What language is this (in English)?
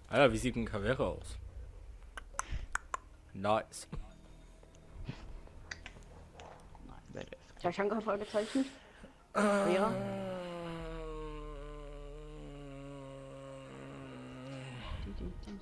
German